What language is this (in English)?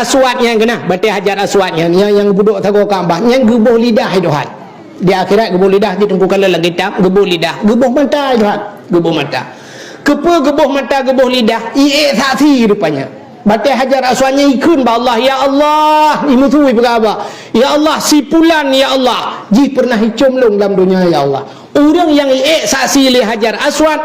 Achinese